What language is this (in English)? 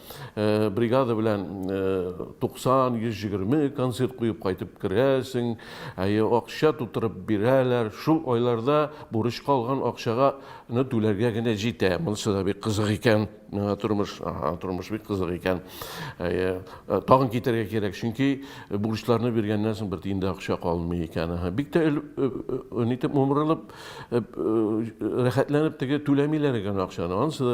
Tatar